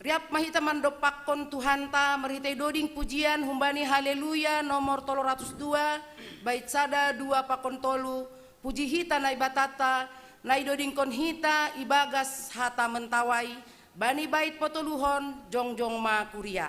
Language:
Batak Simalungun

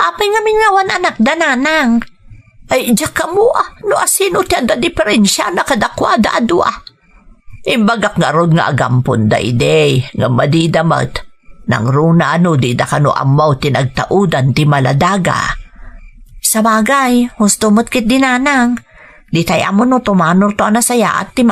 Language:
Iloko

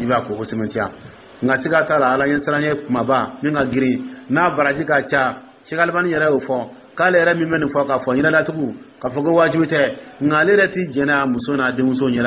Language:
Dyula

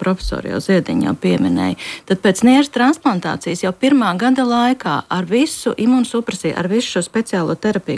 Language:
Latvian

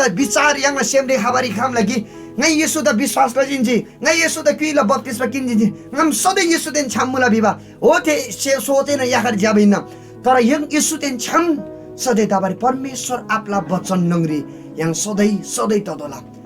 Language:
Eastern Tamang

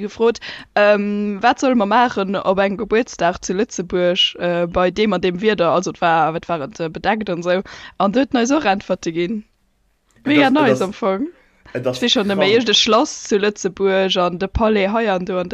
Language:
Luxembourgish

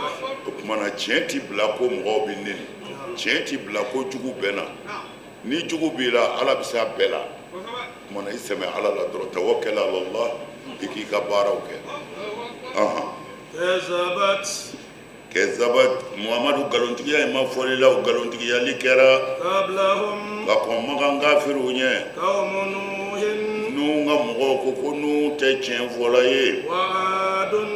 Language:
Bambara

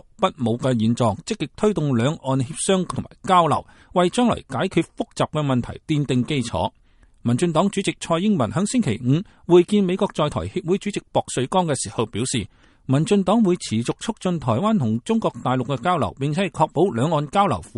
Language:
Cantonese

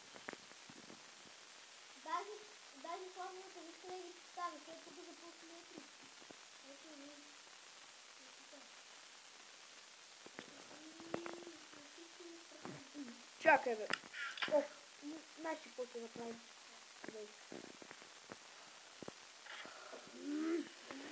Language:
Bulgarian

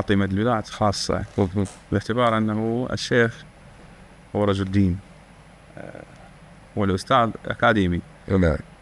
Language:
Mesopotamian Arabic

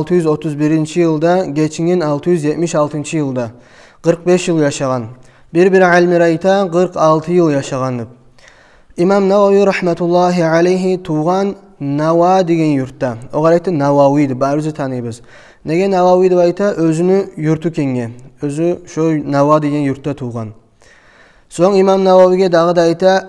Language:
Kumyk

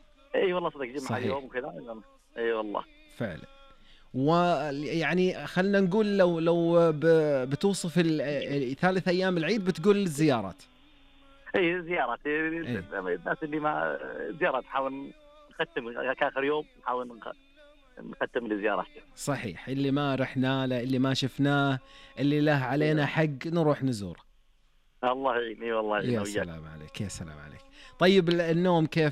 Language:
Najdi Arabic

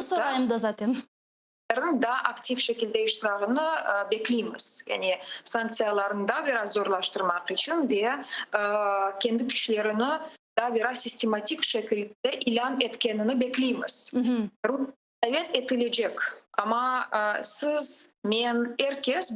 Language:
Crimean Tatar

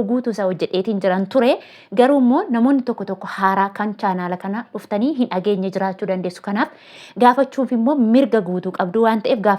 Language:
Oromo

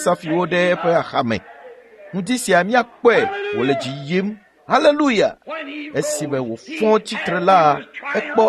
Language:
Ewe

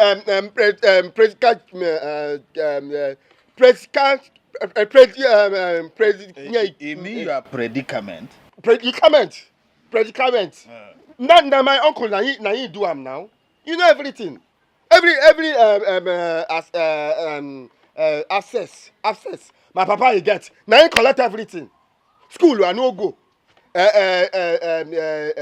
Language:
Nigerian Pidgin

